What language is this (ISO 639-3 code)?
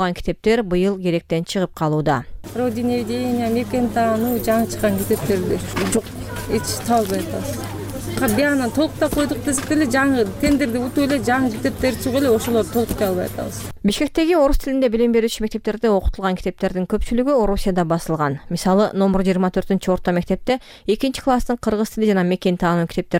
kir